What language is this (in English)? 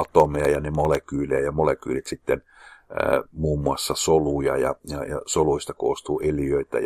Finnish